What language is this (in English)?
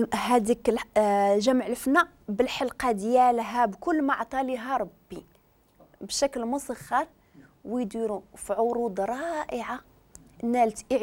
Moroccan Arabic